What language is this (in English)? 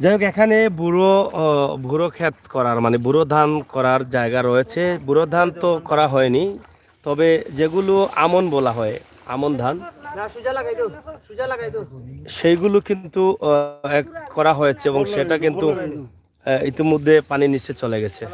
Sylheti